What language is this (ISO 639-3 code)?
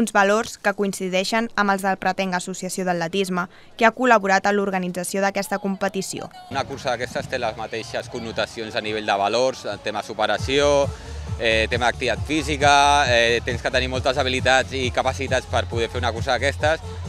cat